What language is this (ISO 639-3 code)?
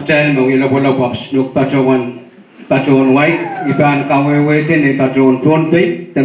pon